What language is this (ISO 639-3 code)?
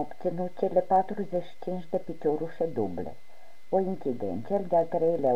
ron